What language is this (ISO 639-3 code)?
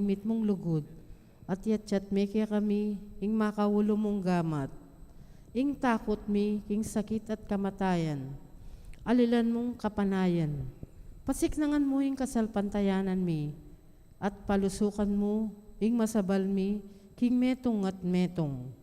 pam